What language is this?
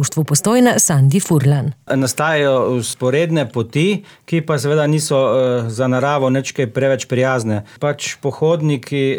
Slovenian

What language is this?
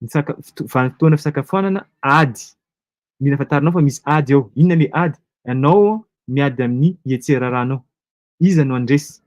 Malagasy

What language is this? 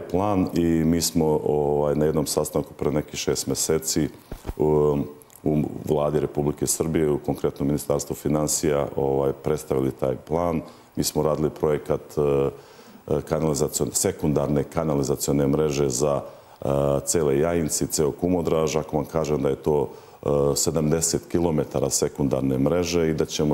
Serbian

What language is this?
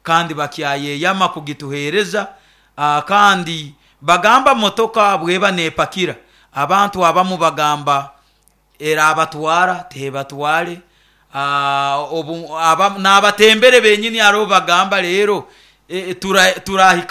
Nyoro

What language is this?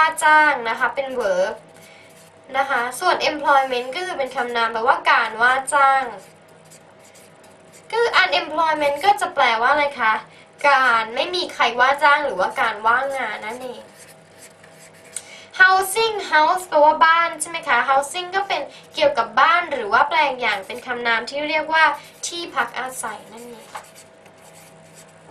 Thai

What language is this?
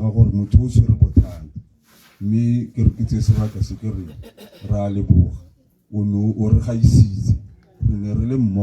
Tswana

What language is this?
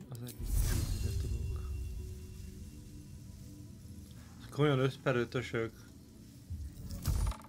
Hungarian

